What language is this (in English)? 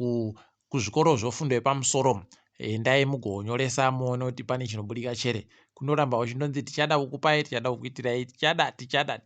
Ndau